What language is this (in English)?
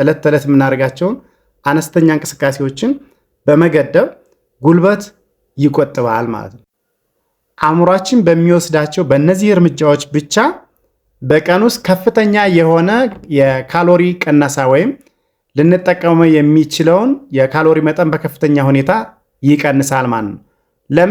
Amharic